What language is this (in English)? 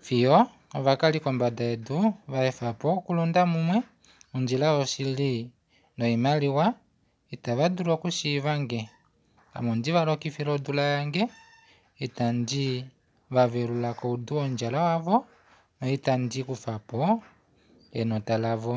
Kuanyama